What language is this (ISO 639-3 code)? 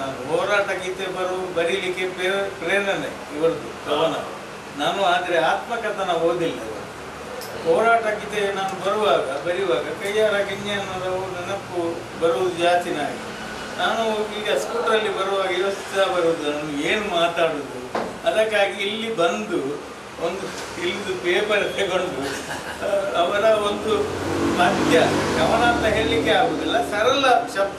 kan